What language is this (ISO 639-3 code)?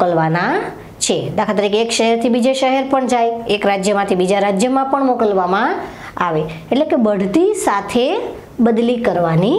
guj